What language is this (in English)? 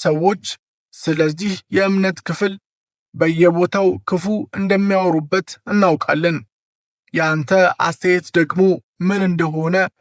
Amharic